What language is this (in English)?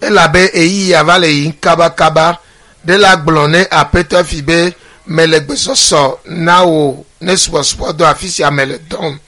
Ewe